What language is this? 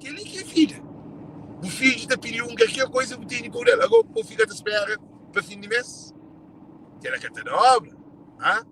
Kabuverdianu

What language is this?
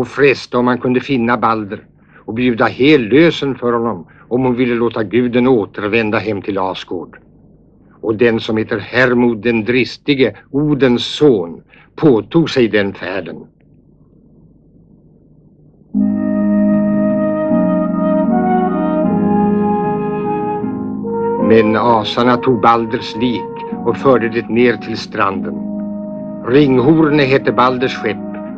Swedish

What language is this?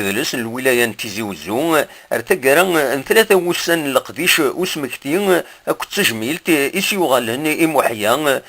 Kabyle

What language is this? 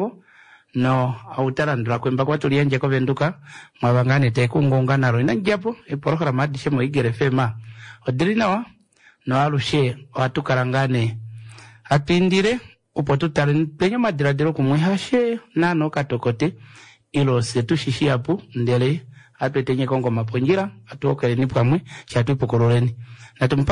Kuanyama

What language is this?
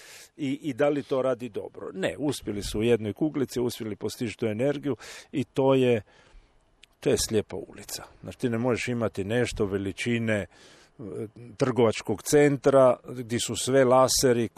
Croatian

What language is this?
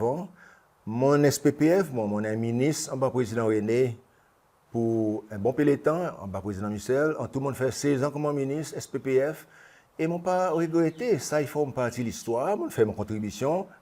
Seselwa Creole French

